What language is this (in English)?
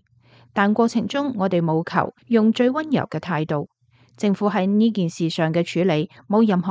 Cantonese